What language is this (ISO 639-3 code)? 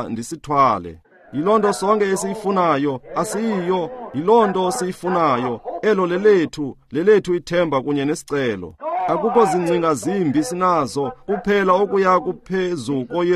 xho